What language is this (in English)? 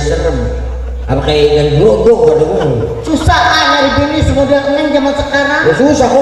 Betawi